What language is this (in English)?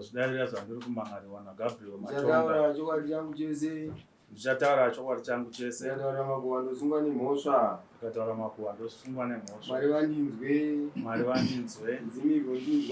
Shona